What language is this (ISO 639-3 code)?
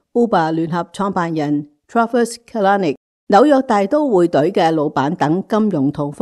yue